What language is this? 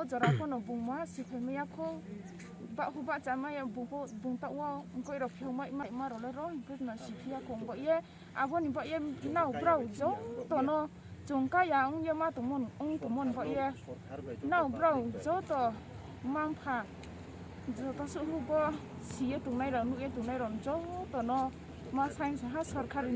Riang (India)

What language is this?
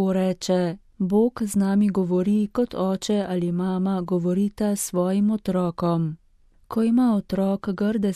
Slovenian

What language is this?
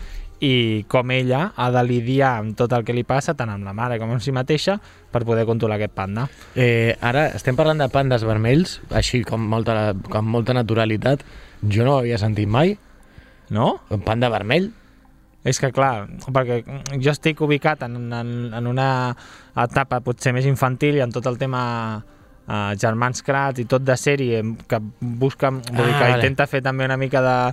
Catalan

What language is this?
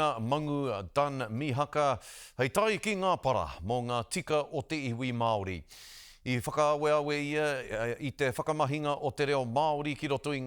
Māori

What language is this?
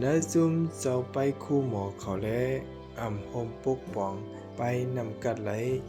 Shan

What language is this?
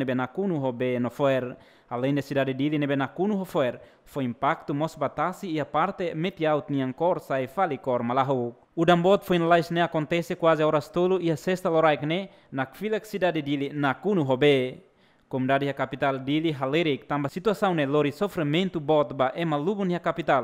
Tetum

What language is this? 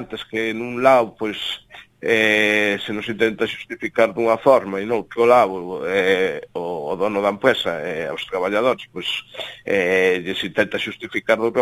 Galician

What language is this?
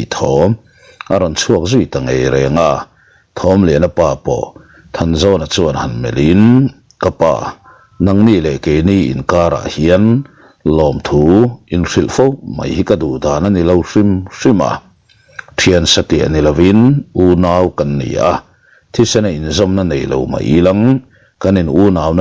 Mizo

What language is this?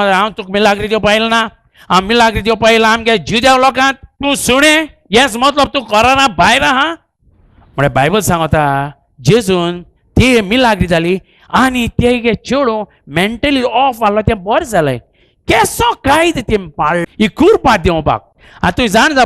Konkani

